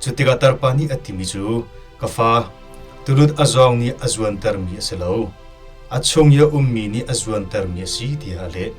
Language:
Hakha Chin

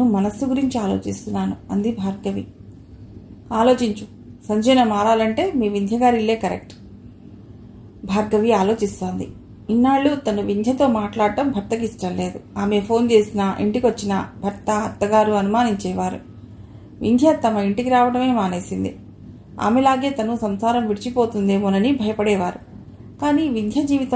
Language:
Telugu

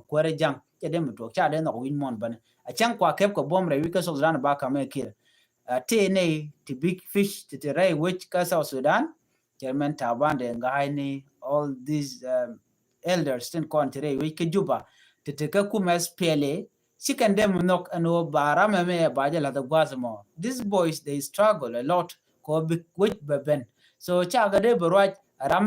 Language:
Nuer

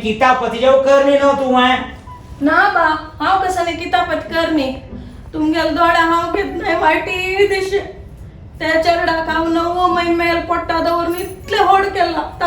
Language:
Konkani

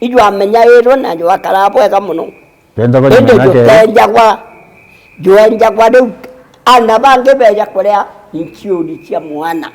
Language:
Meru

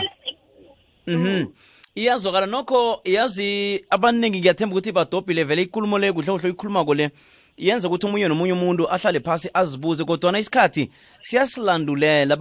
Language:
South Ndebele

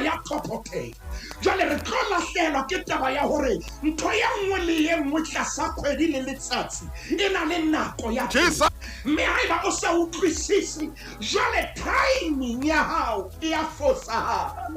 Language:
Southern Sotho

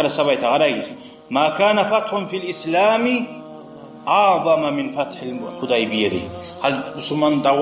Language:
Kumyk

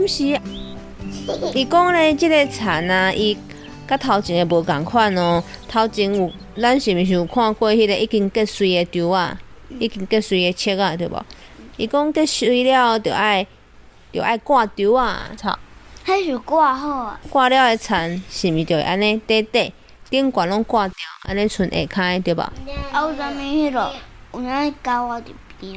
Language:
Min Nan Chinese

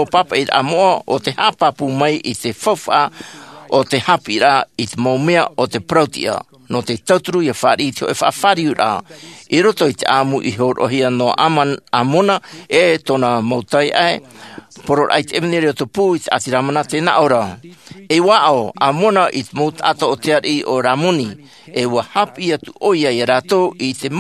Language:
Tahitian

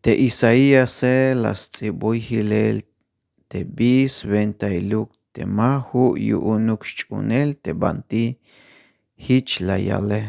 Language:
Tzeltal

